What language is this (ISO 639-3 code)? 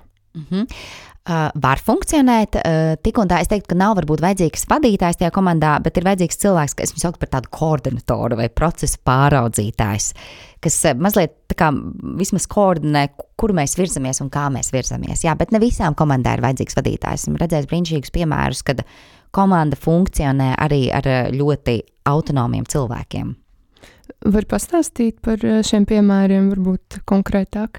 lav